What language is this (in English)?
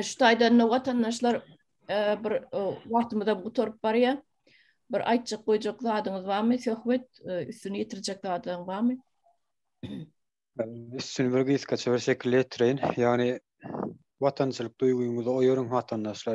Turkmen